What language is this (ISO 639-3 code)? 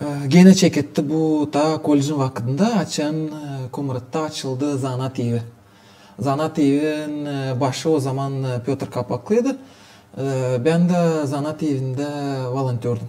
gag